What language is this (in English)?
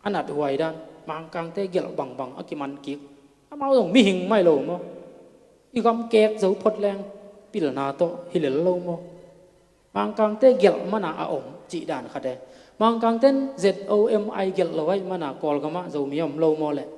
Tedim Chin